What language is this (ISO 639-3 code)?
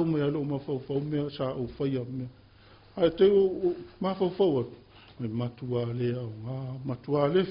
smo